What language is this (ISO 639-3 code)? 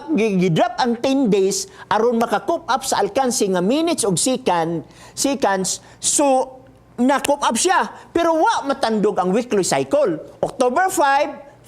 ceb